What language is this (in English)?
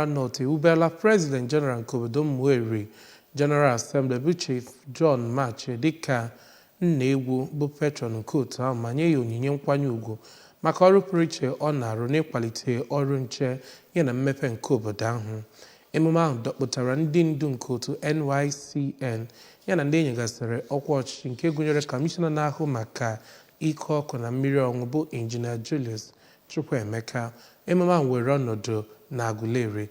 Igbo